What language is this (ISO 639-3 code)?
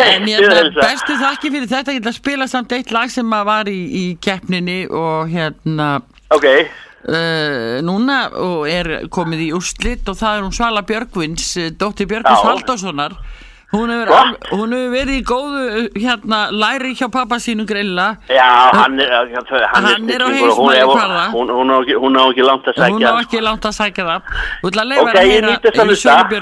isl